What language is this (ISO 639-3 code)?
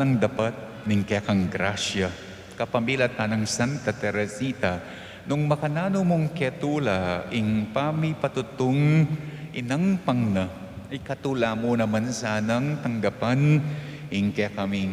pam